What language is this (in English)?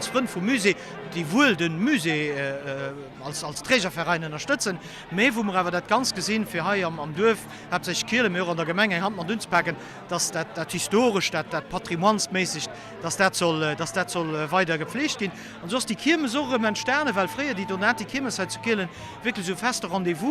Luxembourgish